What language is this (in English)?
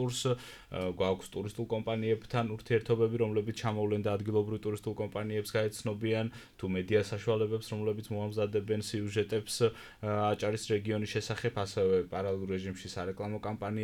Georgian